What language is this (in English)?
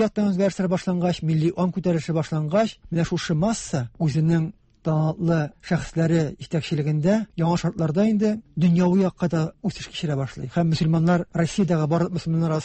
Tatar